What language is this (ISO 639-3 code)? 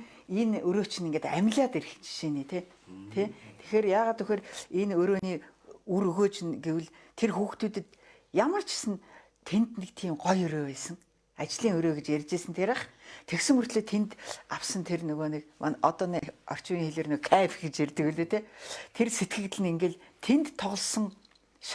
mon